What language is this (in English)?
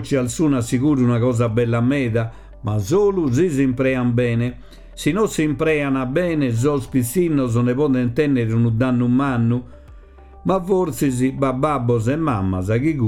Sardinian